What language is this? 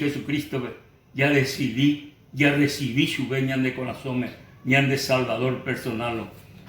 Guarani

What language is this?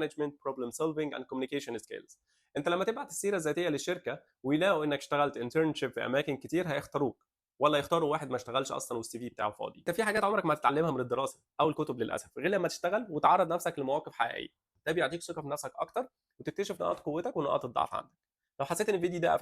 Egyptian Arabic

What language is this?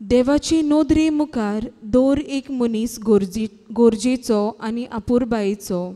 Konkani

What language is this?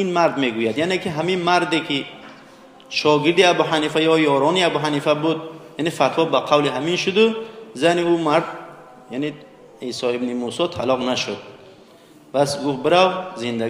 Tajik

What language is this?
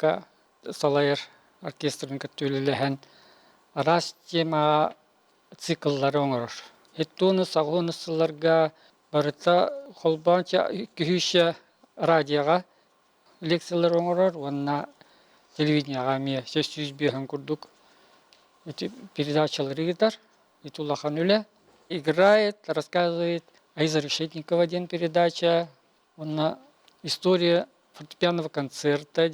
Yakut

